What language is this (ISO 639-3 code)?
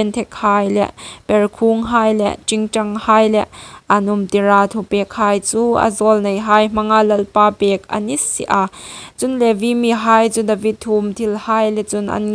hmr